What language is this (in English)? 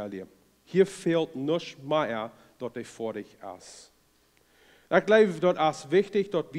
Plautdietsch